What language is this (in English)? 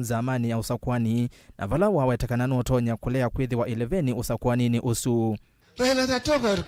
Kamba